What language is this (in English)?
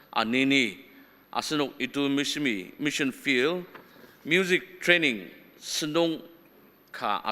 Ao Naga